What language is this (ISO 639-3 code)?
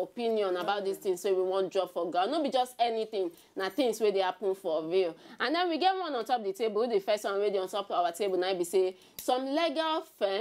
pcm